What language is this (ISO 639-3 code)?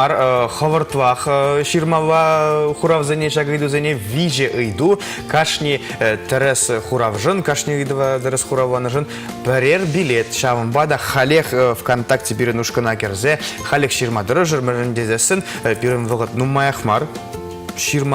chv